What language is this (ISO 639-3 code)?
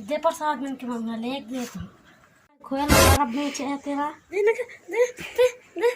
hne